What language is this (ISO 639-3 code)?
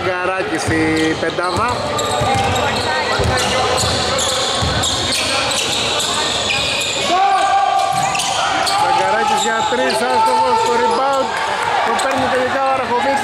ell